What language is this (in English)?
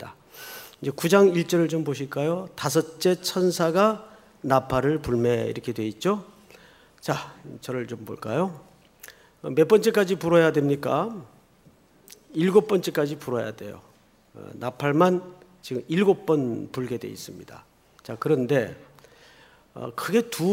Korean